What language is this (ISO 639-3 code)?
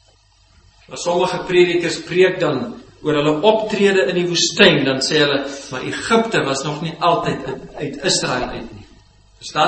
afr